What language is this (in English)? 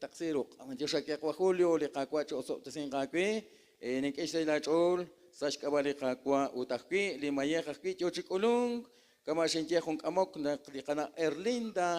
Kekchí